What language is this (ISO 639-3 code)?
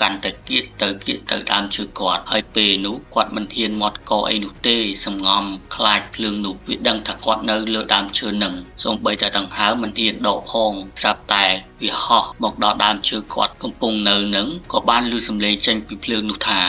khm